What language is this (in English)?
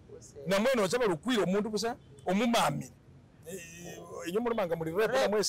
Masaaba